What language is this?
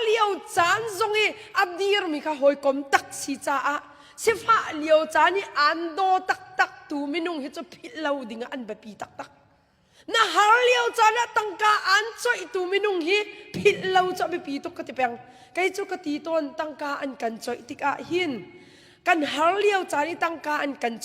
Hakha Chin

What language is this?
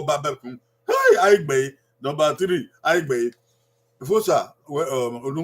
Bini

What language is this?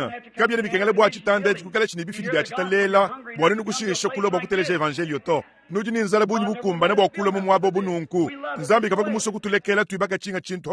Luba-Lulua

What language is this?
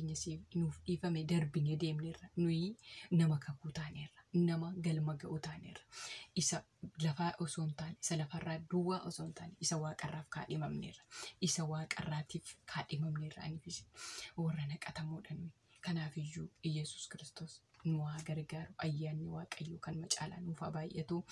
Oromo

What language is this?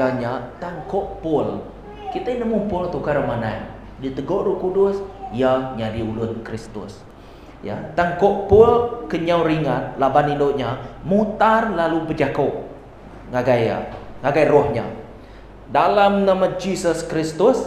Iban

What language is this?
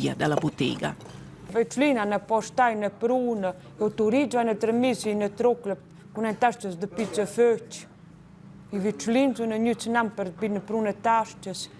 Romansh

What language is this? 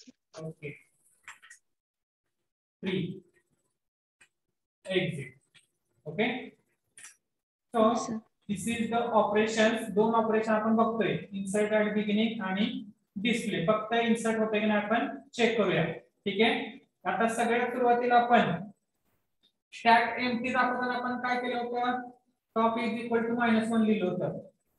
Marathi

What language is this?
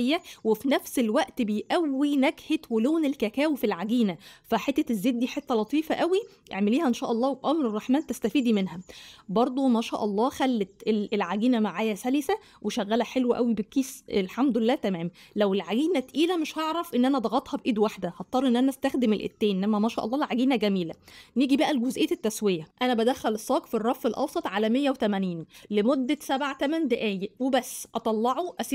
Egyptian Arabic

